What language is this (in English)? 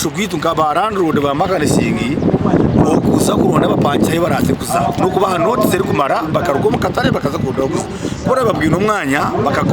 Nyankole